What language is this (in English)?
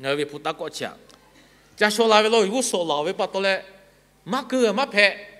Lahu